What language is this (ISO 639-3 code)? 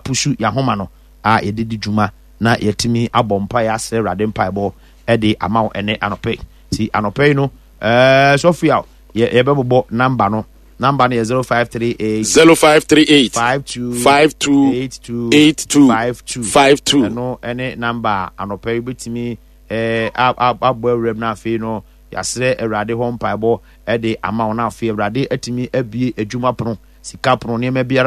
aka